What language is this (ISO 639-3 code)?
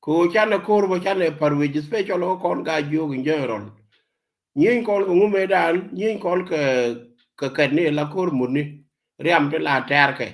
nus